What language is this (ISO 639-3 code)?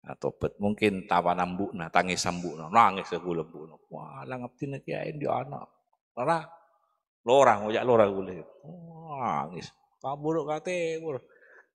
mad